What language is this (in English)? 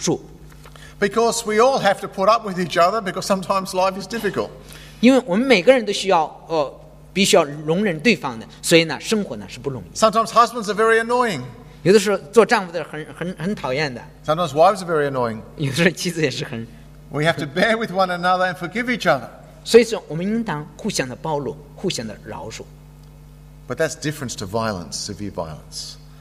Chinese